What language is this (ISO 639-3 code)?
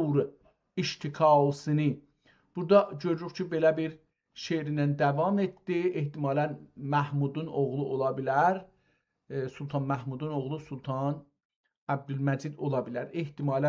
azb